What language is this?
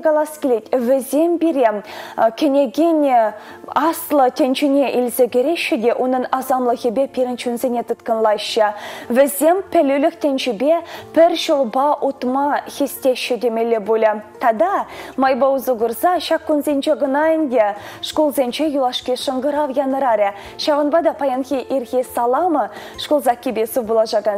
Chuvash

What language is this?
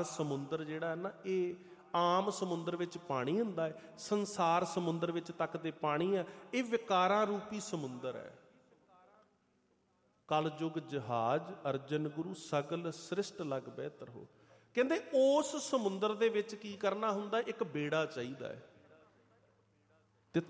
Punjabi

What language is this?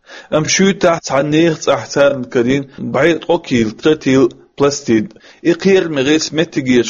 Chechen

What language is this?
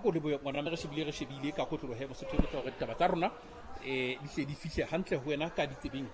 Southern Sotho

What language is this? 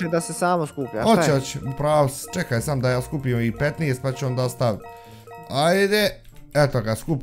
Bosnian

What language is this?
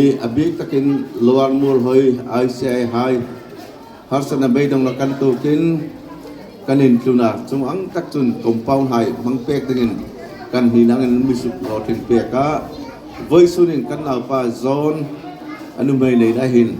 Hmar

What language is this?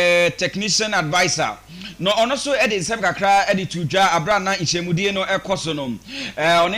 Akan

